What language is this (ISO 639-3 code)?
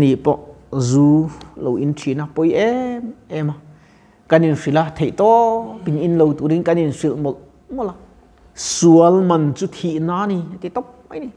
lus